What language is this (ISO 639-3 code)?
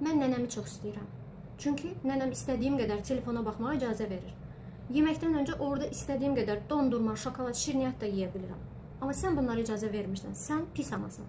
aze